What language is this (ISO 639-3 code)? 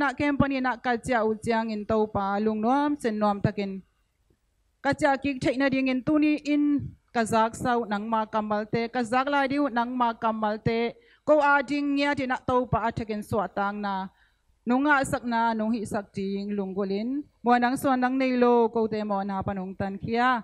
ctd